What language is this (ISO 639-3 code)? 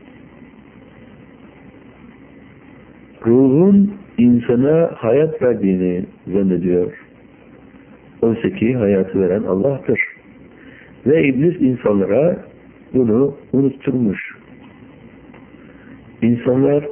tur